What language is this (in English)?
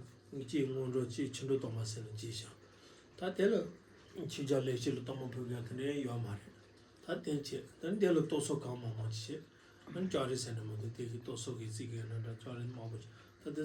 Tibetan